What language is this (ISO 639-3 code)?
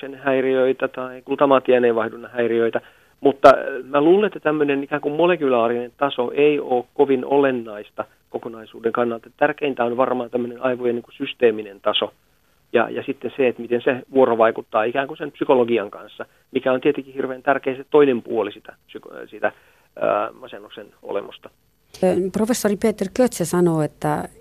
fin